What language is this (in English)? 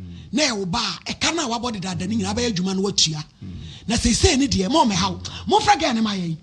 Akan